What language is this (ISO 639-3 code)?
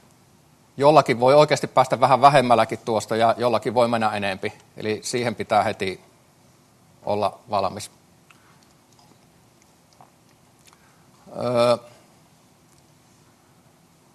fin